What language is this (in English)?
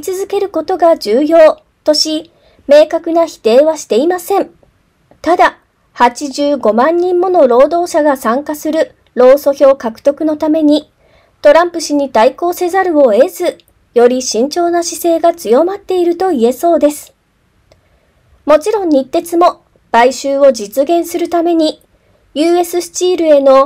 Japanese